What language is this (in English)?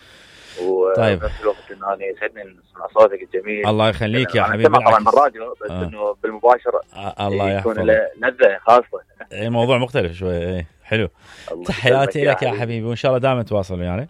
Mesopotamian Arabic